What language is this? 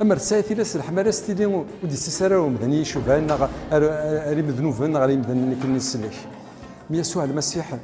Kabyle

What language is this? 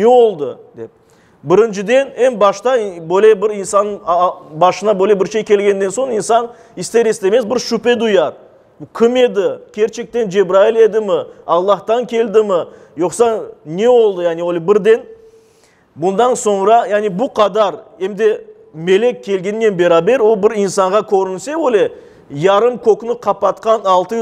Crimean Tatar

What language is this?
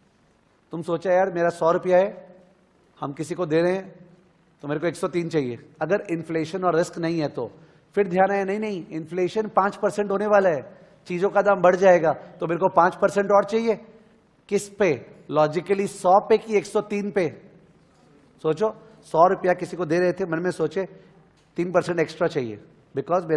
Hindi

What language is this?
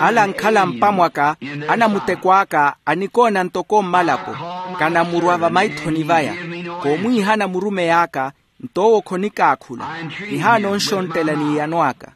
Makhuwa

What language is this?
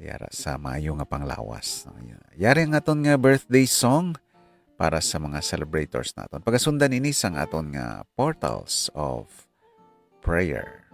Hiligaynon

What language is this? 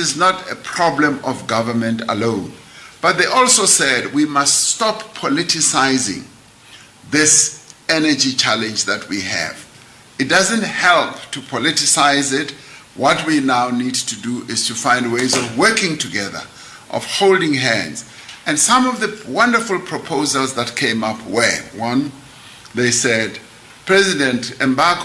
English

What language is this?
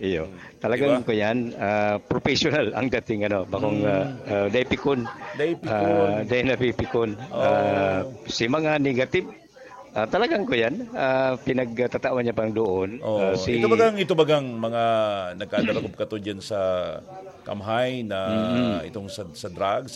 Bikol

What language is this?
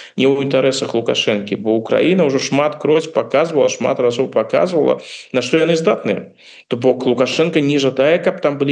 Belarusian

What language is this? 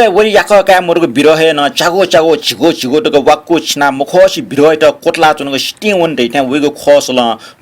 Newari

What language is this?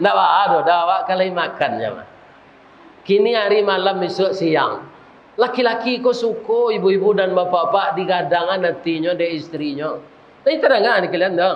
Minangkabau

